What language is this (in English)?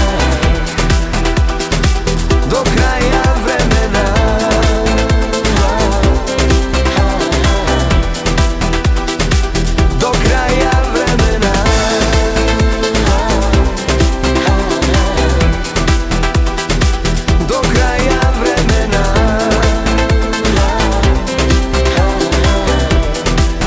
Serbian